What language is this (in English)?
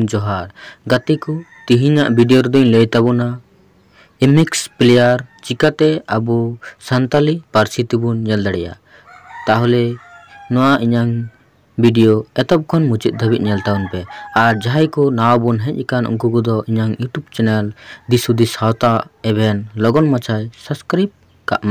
Santali